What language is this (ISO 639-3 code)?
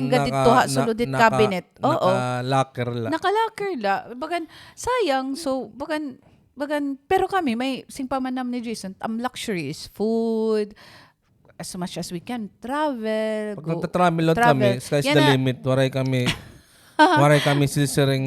war